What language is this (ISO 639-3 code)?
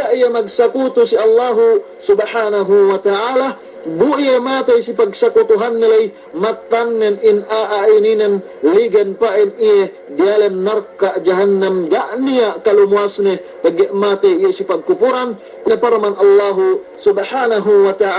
yka